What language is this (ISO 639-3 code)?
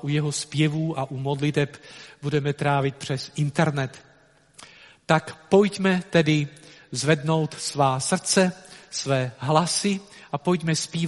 ces